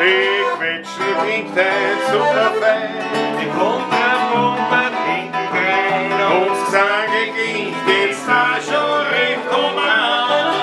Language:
Bavarian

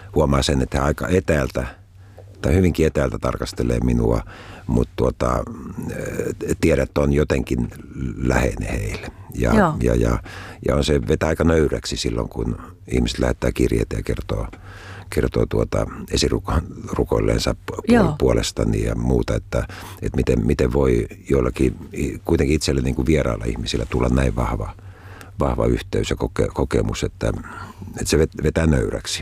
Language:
Finnish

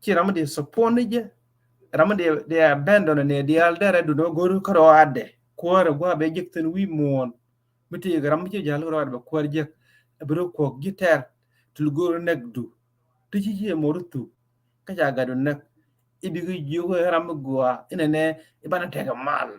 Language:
Nuer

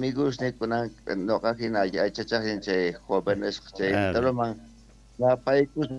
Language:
South Bolivian Quechua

